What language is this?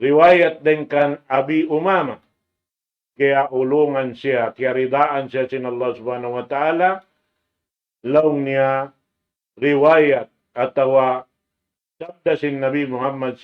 Tausug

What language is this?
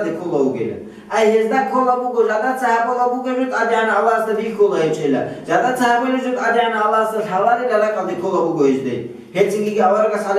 Avaric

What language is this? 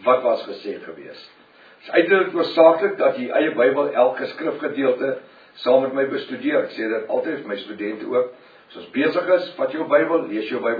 Afrikaans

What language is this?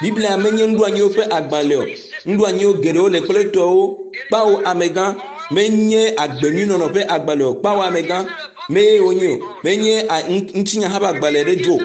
Ewe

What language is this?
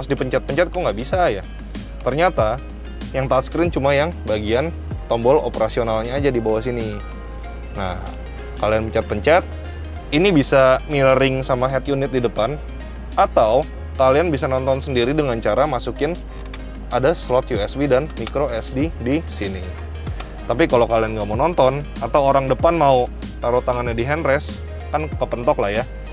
Indonesian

